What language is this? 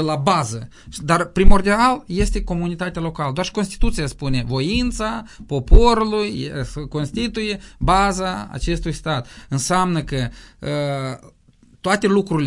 Romanian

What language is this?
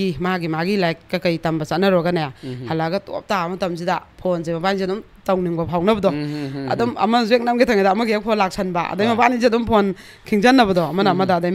Manipuri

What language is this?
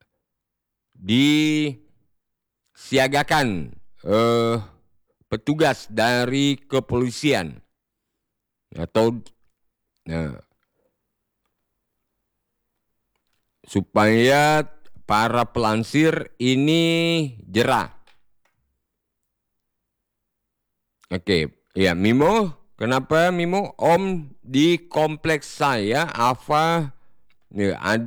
Indonesian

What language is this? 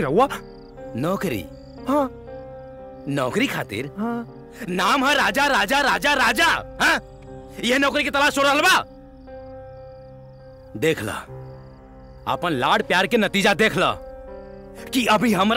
Bhojpuri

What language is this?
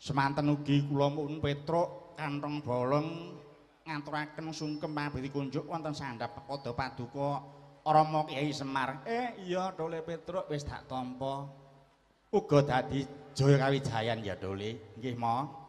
Javanese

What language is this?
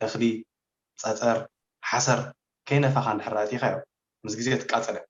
Tigrinya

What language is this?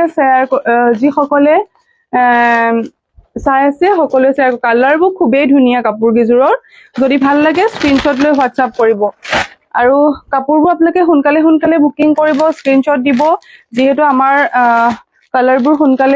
Assamese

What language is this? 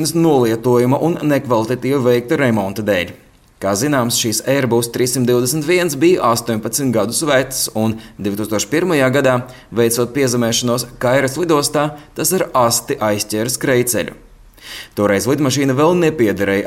Latvian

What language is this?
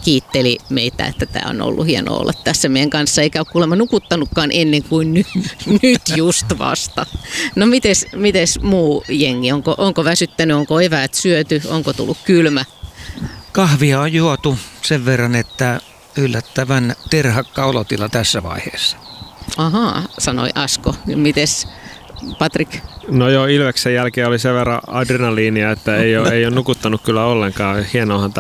Finnish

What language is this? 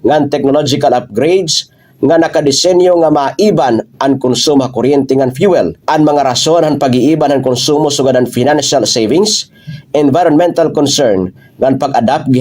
Waray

